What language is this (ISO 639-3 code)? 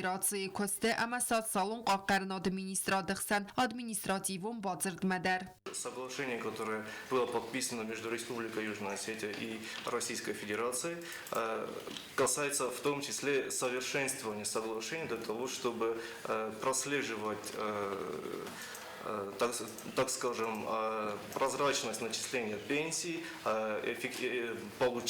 oss